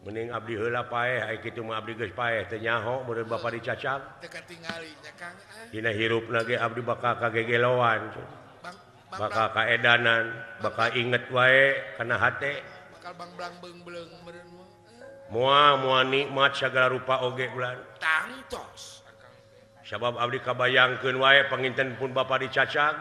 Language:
Sundanese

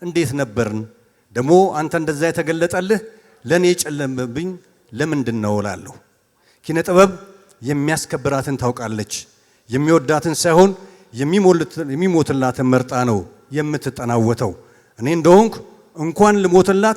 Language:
Amharic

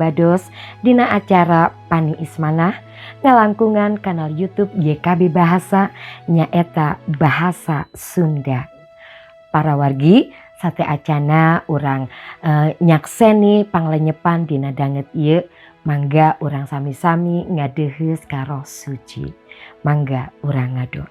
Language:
Sundanese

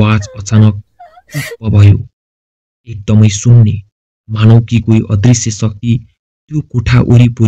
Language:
Nepali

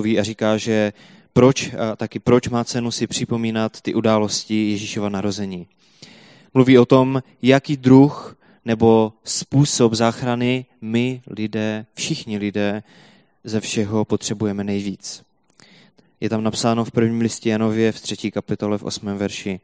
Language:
Czech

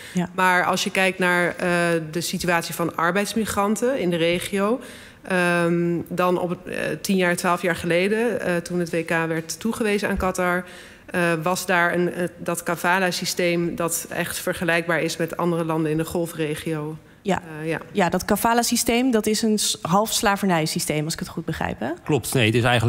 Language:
Dutch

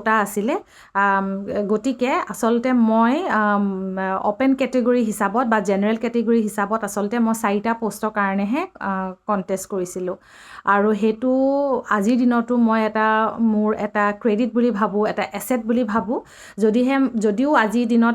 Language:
Assamese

